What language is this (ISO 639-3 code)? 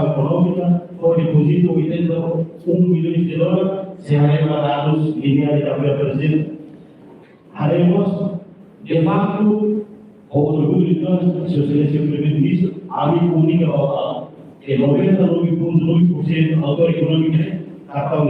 tet